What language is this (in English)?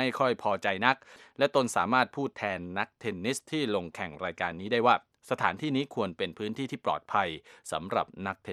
Thai